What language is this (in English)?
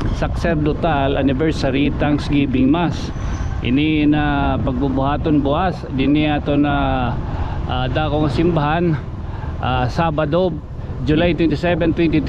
Waray